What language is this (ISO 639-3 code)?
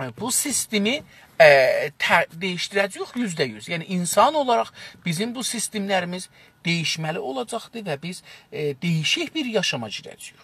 azb